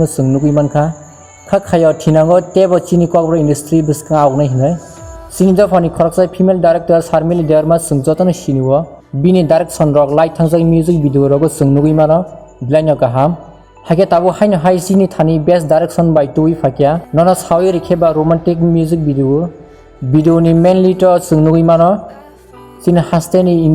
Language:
Kok Borok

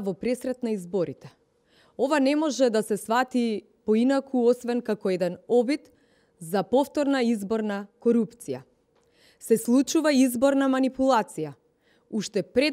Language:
Macedonian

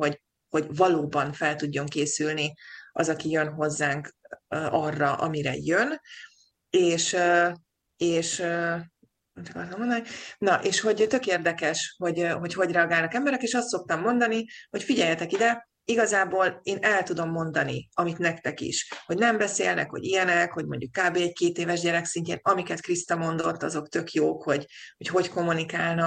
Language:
Hungarian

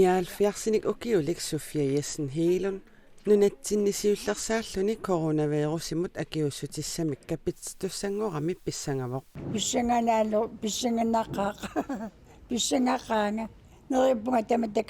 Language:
Kalaallisut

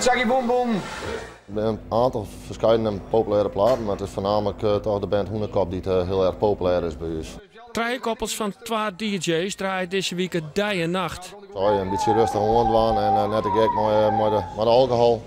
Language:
Western Frisian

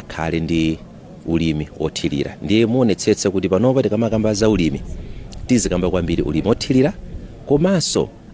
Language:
Nyanja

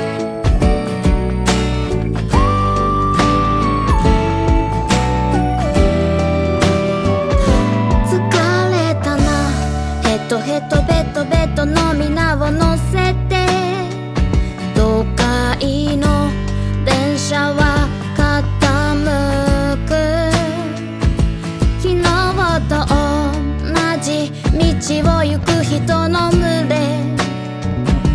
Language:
Japanese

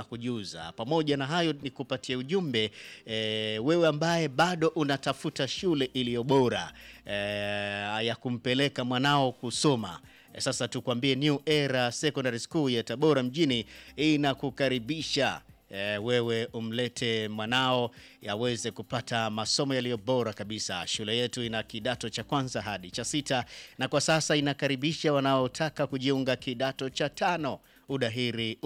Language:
Swahili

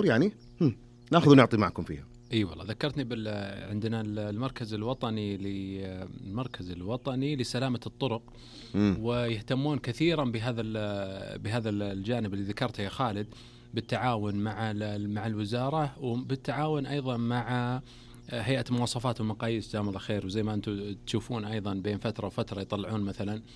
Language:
Najdi Arabic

